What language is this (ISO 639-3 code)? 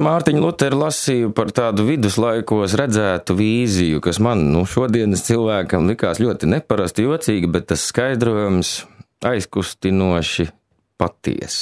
lav